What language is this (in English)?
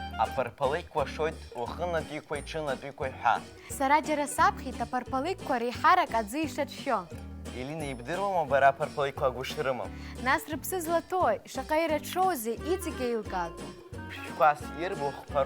Abkhazian